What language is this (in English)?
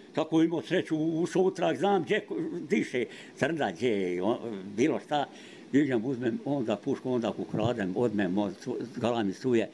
Bosnian